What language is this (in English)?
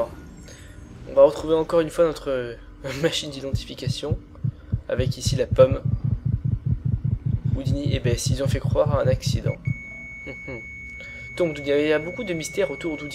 French